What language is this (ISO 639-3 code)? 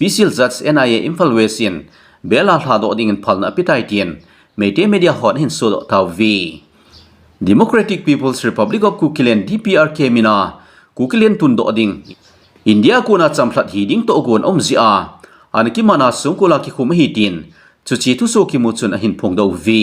tcz